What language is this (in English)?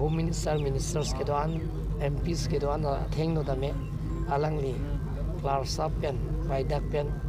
Karbi